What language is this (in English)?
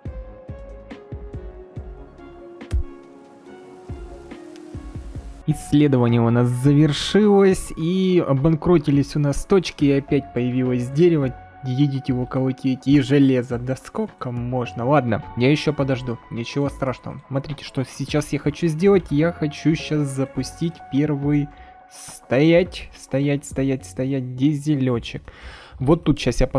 Russian